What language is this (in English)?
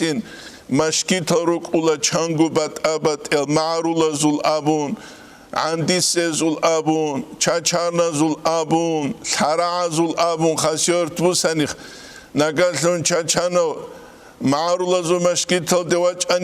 Avaric